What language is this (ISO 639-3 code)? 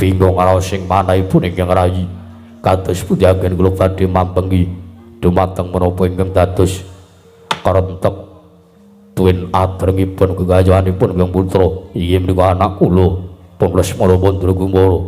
jav